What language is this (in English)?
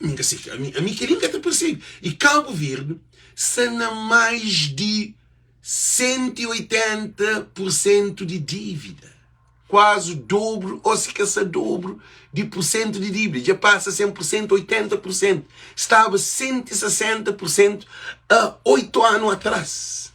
Kabuverdianu